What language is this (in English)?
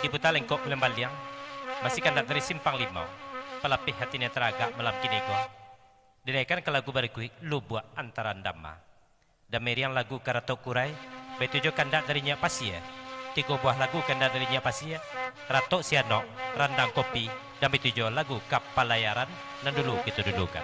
Minangkabau